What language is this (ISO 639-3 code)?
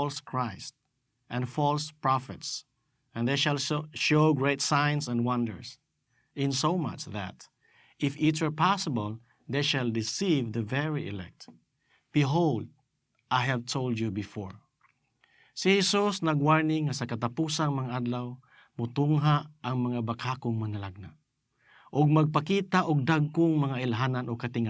ceb